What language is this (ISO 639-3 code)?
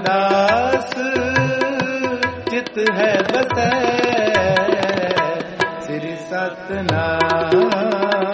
pan